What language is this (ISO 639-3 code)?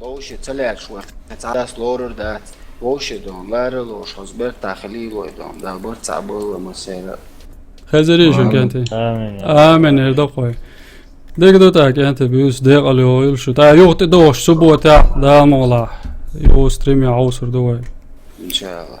che